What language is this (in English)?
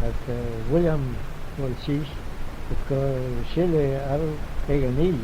Manx